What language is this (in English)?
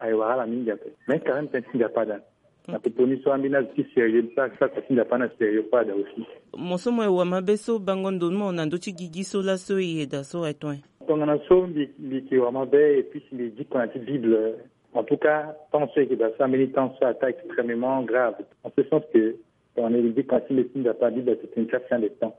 Sango